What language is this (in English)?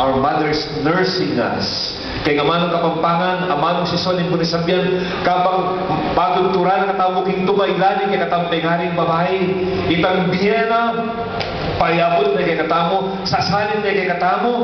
Pampanga